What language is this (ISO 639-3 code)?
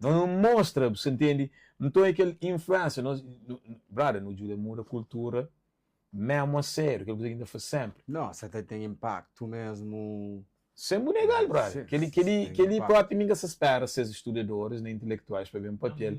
kea